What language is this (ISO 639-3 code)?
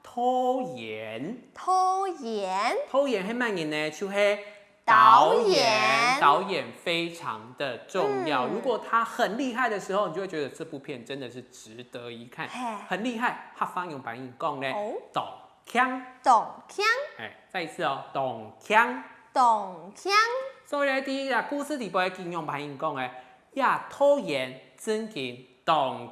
hak